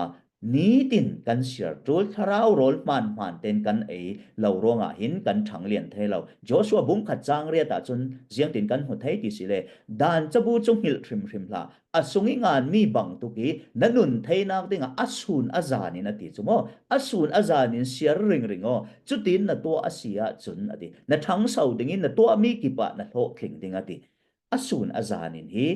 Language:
Falam Chin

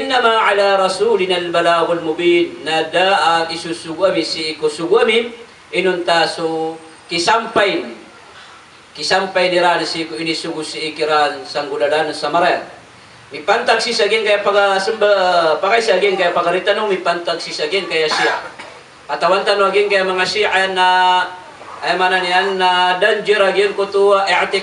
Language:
Maranao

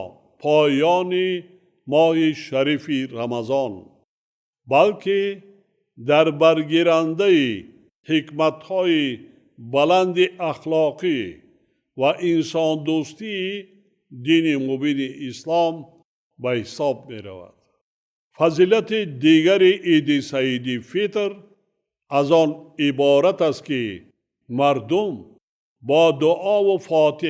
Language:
Tajik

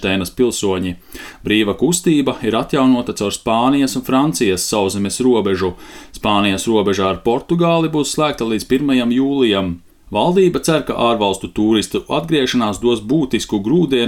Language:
Latvian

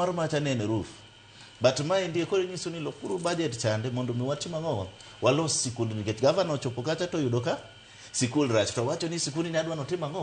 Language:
Luo (Kenya and Tanzania)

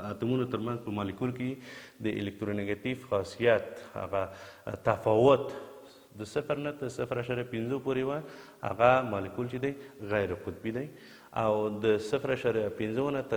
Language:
Pashto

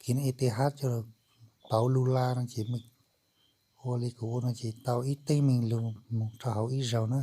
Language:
Hmong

